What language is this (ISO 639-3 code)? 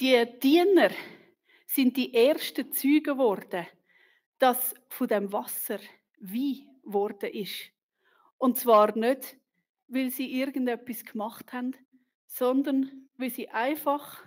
gsw